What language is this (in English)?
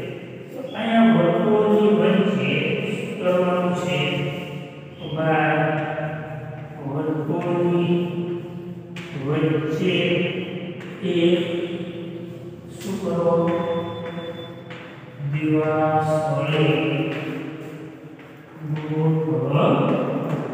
Gujarati